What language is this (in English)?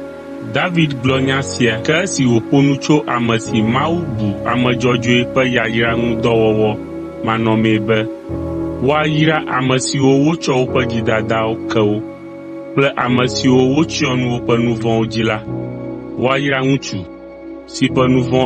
Ewe